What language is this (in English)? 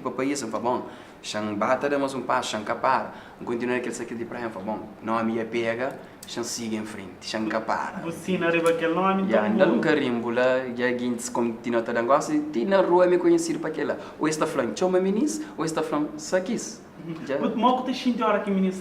Kabuverdianu